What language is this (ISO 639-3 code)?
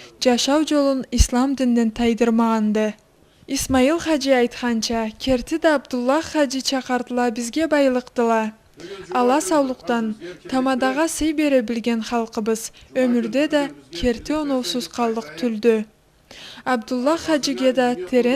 krc